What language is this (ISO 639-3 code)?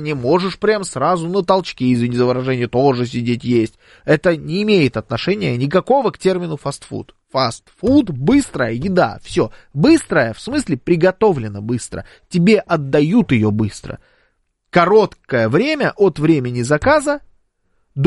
rus